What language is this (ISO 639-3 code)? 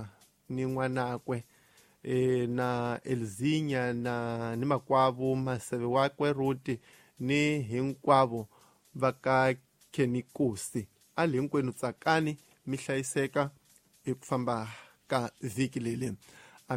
tso